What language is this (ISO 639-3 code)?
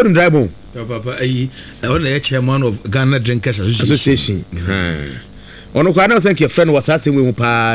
aka